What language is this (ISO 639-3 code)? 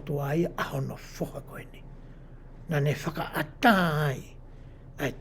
ton